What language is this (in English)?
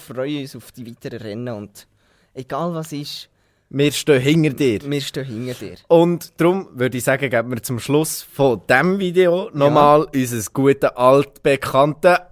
Swiss German